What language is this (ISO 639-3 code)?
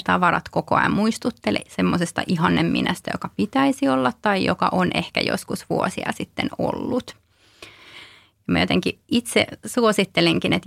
fin